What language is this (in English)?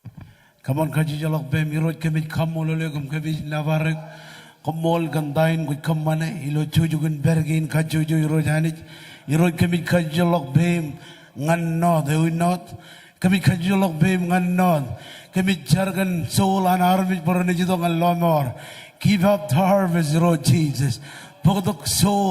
Marshallese